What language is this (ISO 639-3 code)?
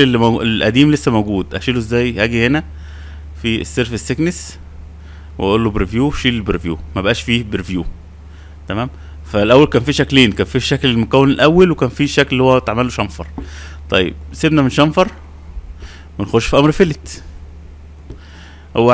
arz